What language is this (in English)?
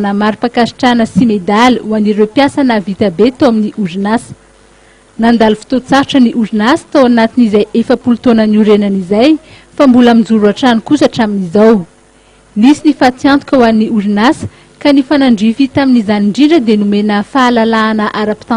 Malagasy